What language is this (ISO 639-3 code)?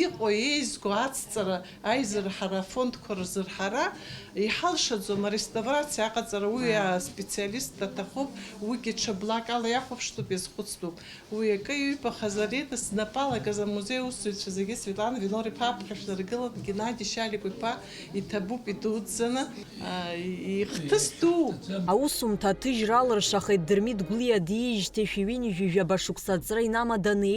abk